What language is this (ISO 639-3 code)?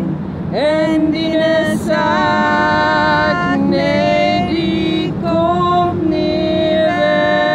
fry